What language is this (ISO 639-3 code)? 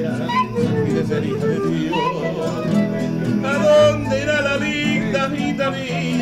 spa